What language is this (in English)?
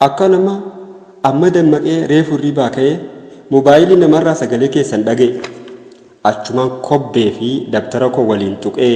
Oromo